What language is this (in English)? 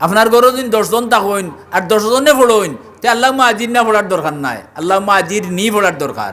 Sylheti